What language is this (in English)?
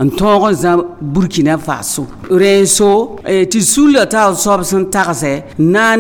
Mossi